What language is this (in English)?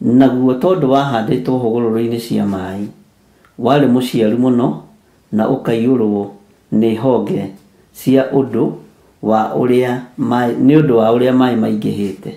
Kikuyu